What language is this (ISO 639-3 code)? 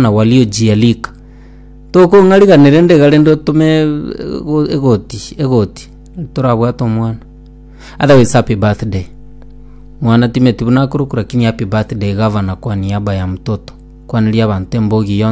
guz